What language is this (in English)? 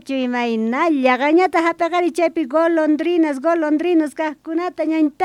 South Bolivian Quechua